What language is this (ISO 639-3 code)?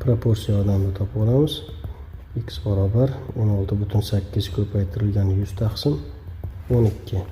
uzb